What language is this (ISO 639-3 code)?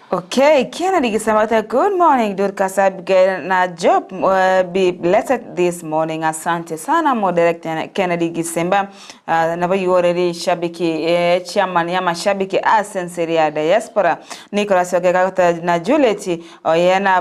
guz